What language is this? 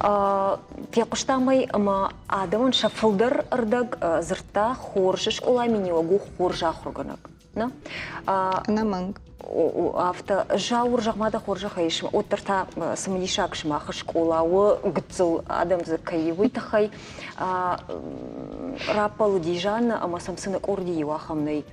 Ossetic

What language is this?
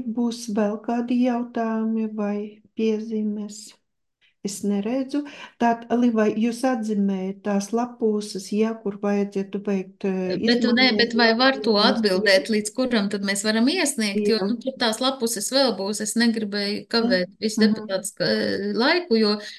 Latvian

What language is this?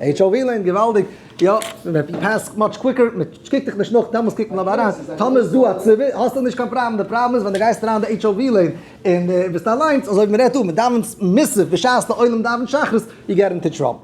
Yiddish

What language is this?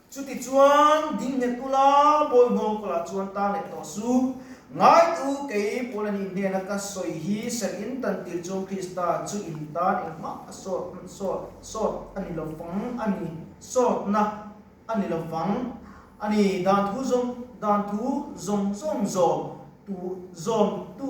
Mizo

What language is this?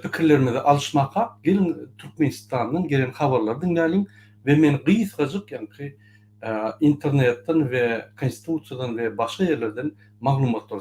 Turkmen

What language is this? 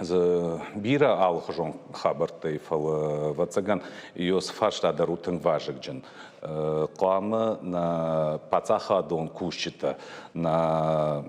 Ossetic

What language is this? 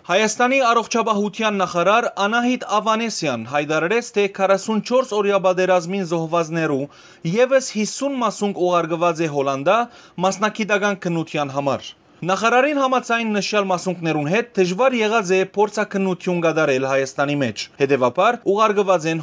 Western Armenian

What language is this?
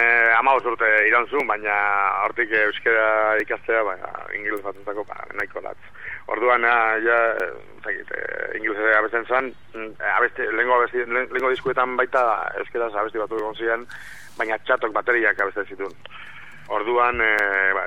Basque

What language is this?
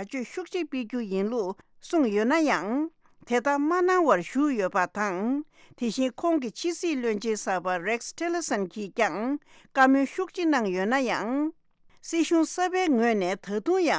Tibetan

